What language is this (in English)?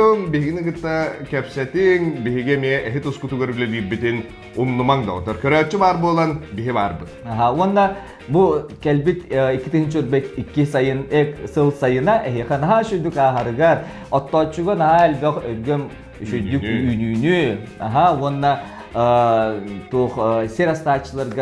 Yakut